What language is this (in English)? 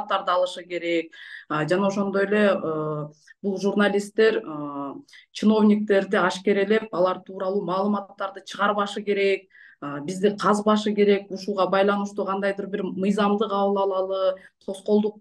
Kyrgyz